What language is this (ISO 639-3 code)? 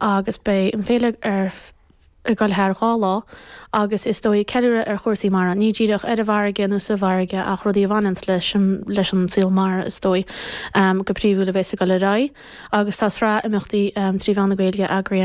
gle